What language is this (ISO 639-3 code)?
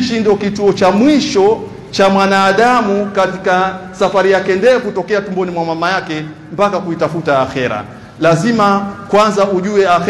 swa